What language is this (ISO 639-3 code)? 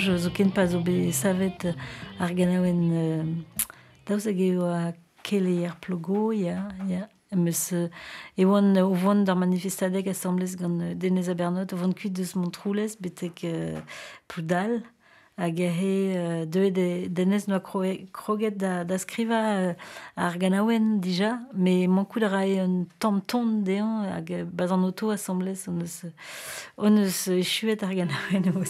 bre